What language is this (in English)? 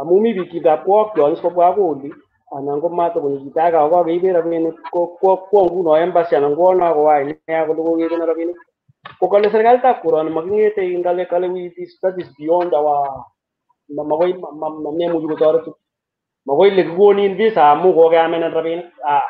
Kalenjin